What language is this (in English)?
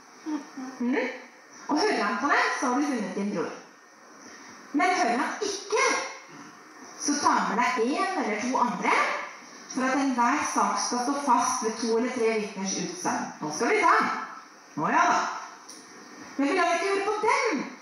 Norwegian